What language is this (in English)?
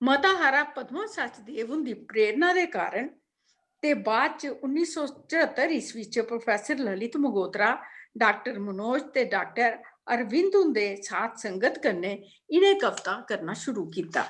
Dogri